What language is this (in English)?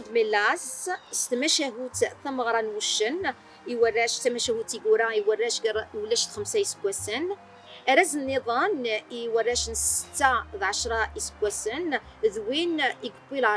Kabyle